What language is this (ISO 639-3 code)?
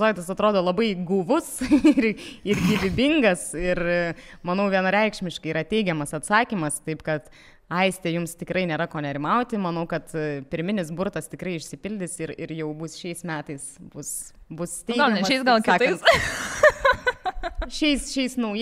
lit